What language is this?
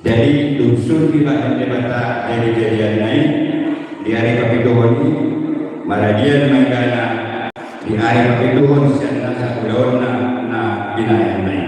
Batak Toba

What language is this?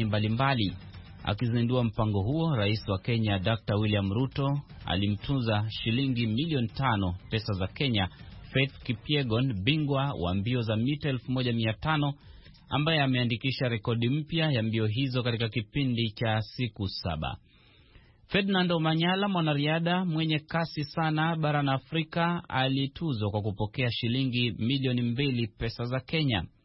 Swahili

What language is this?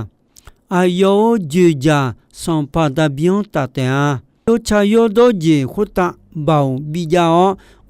Akha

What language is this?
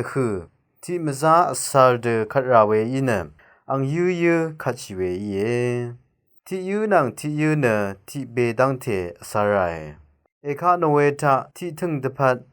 Rawang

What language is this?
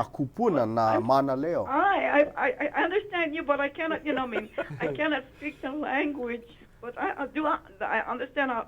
Hawaiian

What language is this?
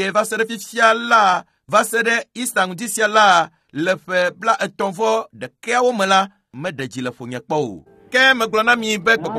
Ewe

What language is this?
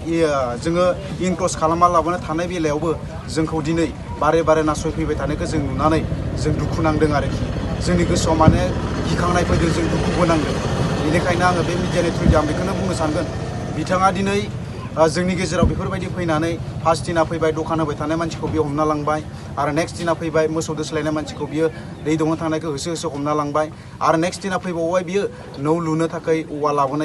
Bodo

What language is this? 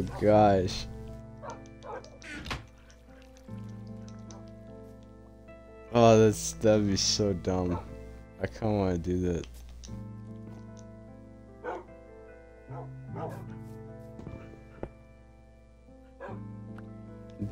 English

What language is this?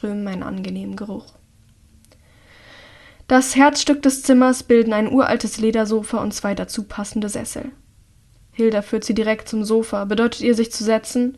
German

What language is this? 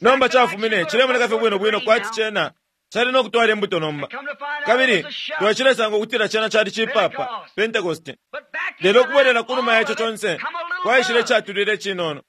Bemba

